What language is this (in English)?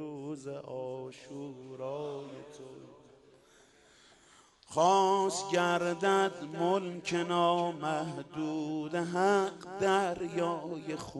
Persian